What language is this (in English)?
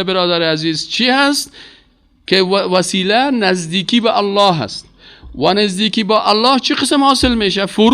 Persian